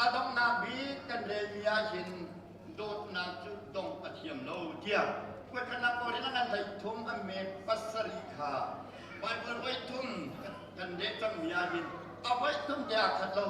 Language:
Hakha Chin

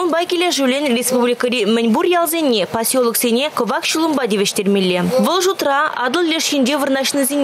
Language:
Chuvash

